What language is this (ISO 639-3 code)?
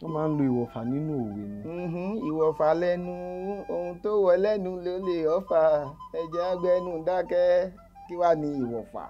yor